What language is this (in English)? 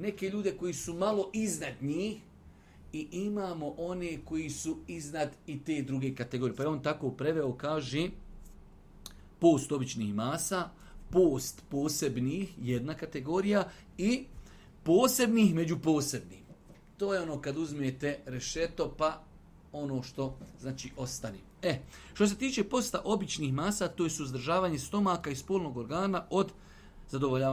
Bosnian